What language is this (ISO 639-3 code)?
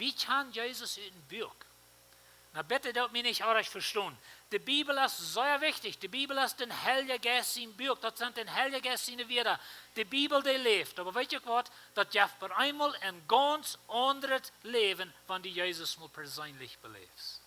pdt